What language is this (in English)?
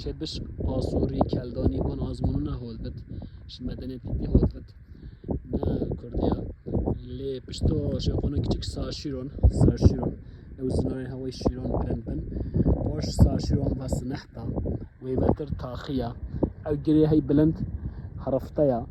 Kurdish